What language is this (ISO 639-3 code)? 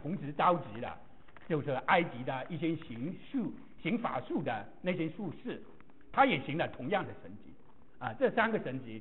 zho